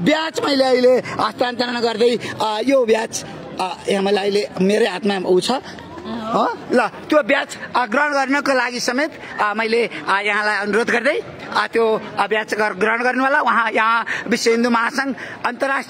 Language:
Nepali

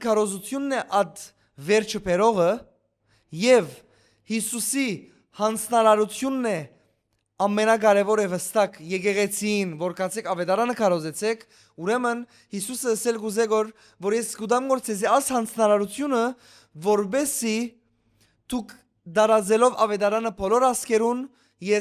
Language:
Western Armenian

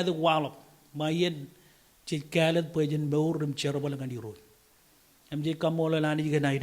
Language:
Marshallese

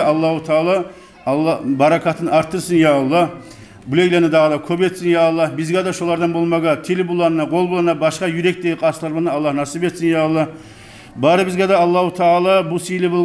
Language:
Kumyk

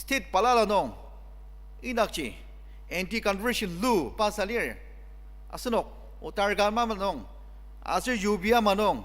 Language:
Ao Naga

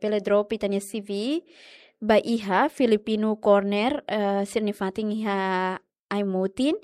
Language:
Tetum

